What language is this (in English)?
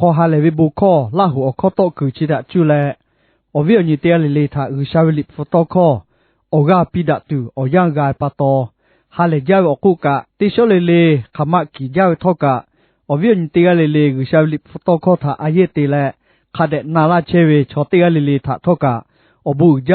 Lahu